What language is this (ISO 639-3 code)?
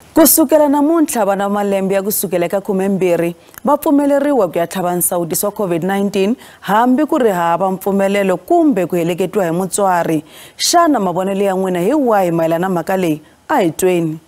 tso